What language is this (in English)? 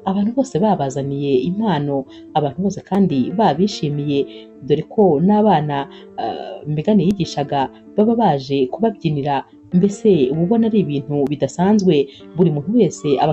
Kinyarwanda